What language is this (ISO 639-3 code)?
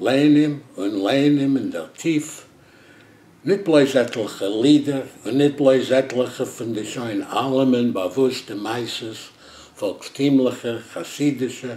yid